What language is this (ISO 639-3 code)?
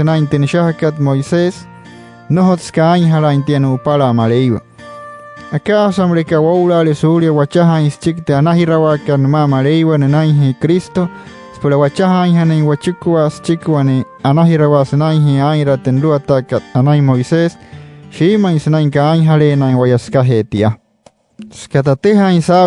guc